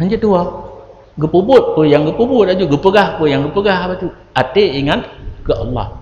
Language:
Achinese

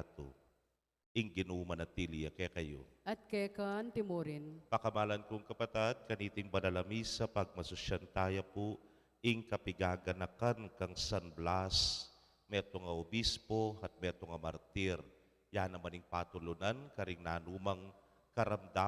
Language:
Pampanga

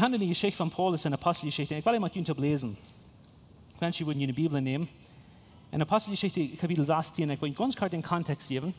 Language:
Plautdietsch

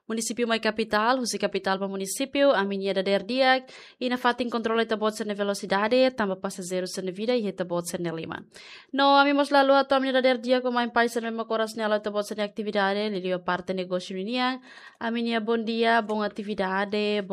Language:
Tetum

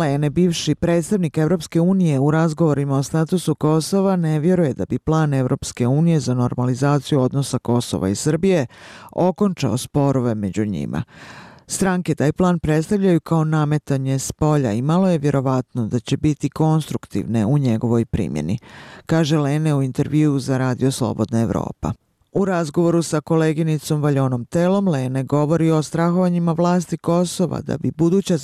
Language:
Bosnian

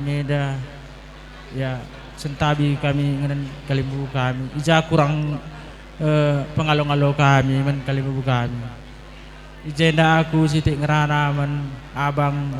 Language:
Batak Karo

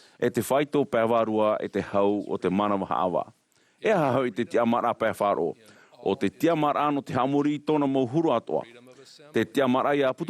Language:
Tahitian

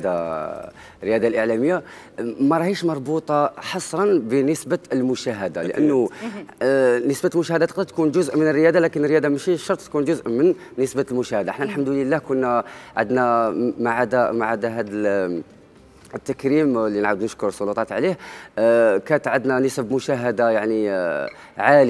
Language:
Algerian Arabic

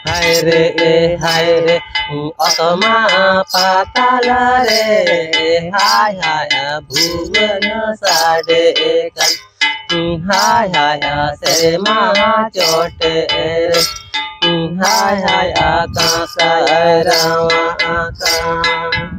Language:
Santali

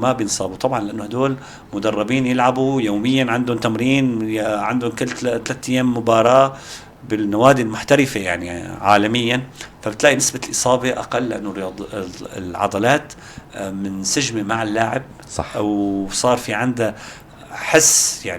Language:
North Levantine Arabic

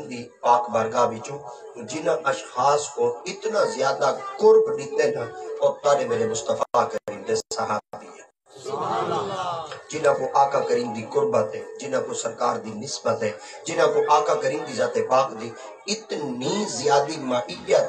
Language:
Saraiki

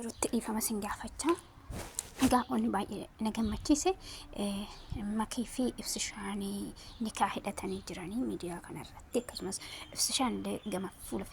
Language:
Oromo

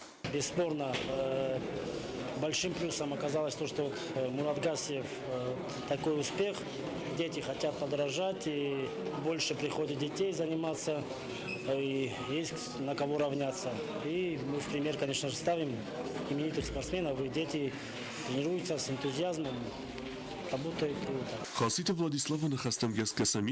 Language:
Ossetic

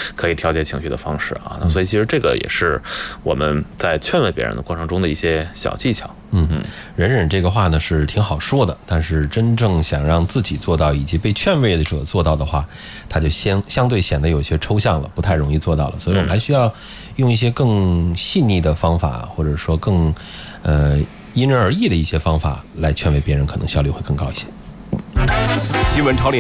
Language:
Chinese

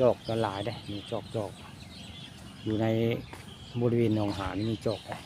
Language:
Northeastern Thai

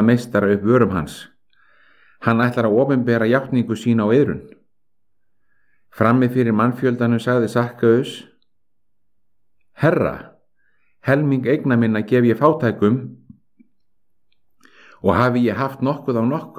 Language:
Icelandic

